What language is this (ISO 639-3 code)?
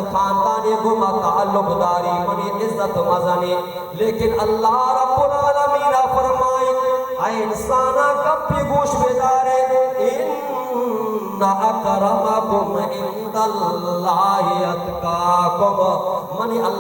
bal